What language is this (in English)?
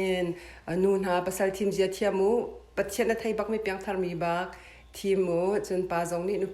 Hakha Chin